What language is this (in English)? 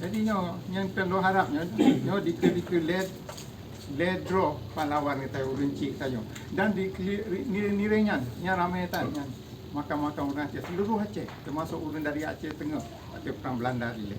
Achinese